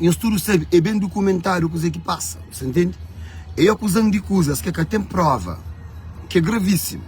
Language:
Kabuverdianu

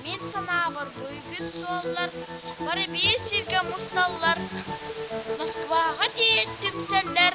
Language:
Yakut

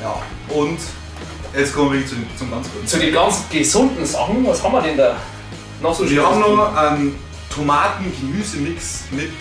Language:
Bavarian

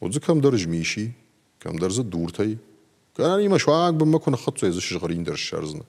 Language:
Ossetic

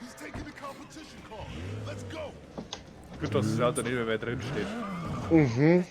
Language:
Bavarian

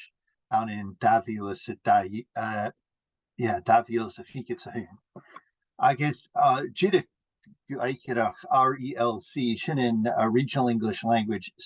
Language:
Scottish Gaelic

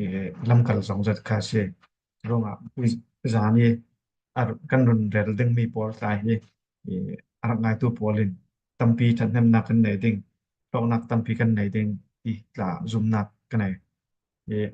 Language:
Falam Chin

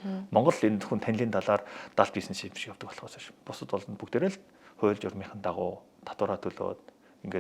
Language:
Mongolian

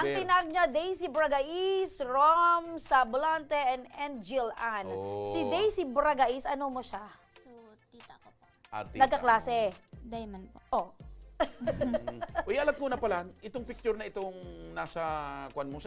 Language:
Bikol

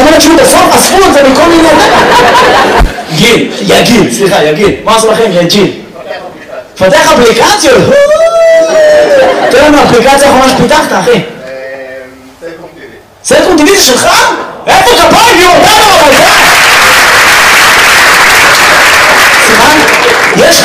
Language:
Hebrew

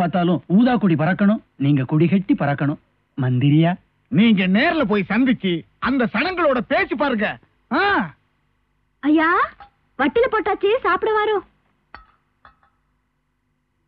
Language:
Tamil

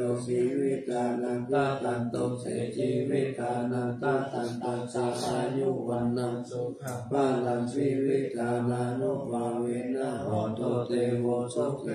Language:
Pali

